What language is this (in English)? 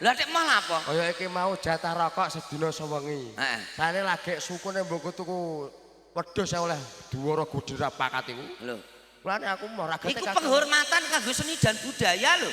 Javanese